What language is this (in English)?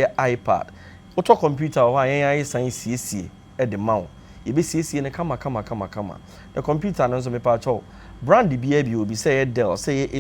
Akan